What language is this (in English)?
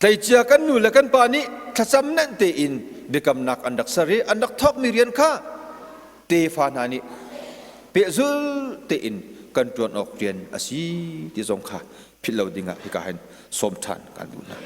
Hakha Chin